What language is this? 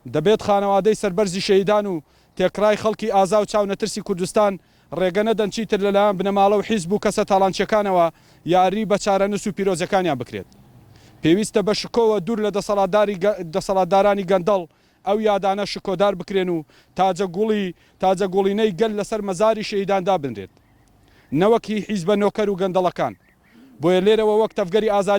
Central Kurdish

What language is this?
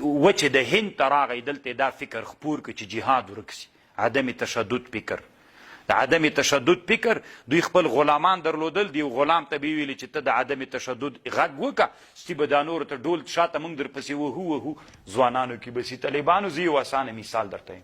Pashto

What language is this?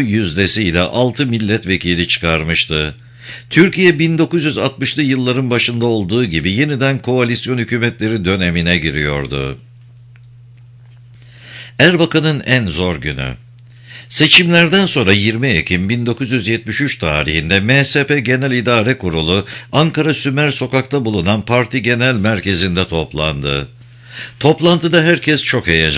Turkish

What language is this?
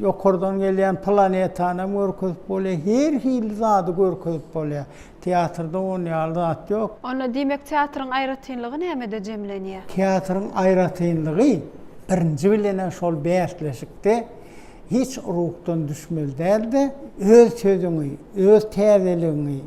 Turkmen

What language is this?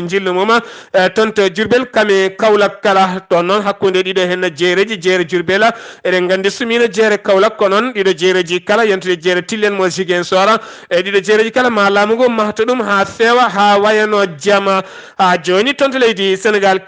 Fula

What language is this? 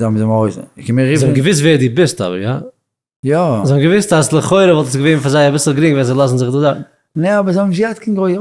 Yiddish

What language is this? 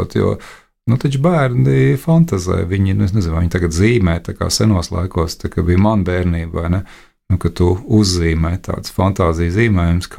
Latvian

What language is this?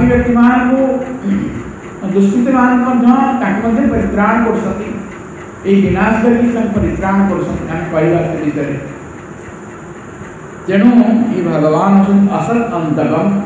Odia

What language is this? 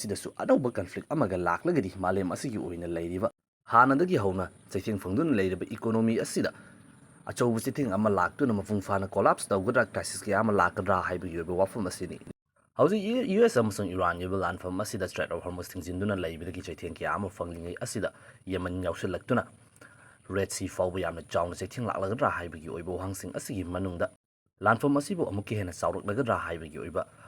Manipuri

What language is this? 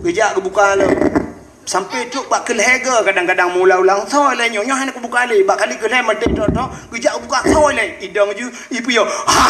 Achinese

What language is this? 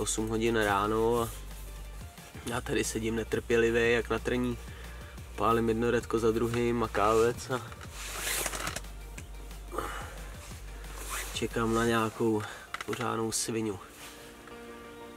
Czech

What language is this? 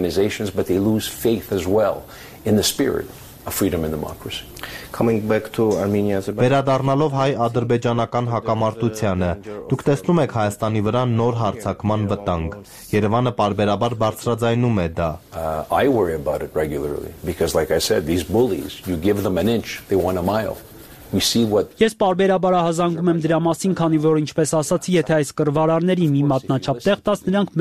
Armenian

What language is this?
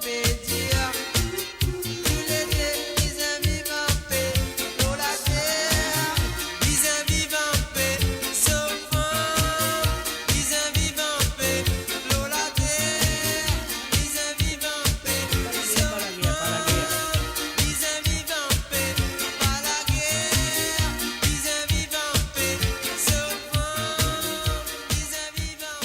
Morisyen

